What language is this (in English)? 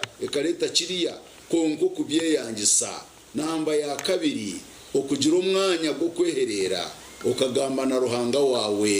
Nyankole